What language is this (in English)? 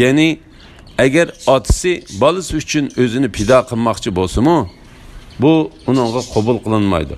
Uyghur